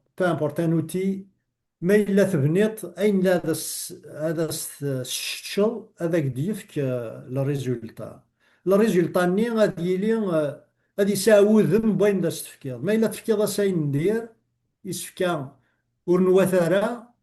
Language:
Kabyle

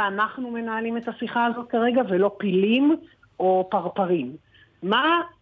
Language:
Hebrew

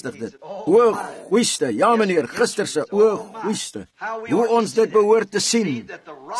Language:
Afrikaans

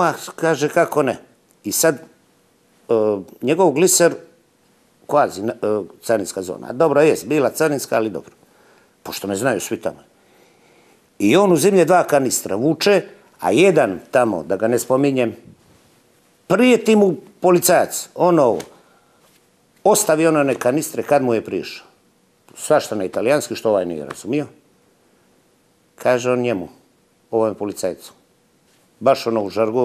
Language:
Serbian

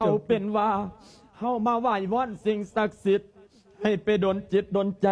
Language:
Lao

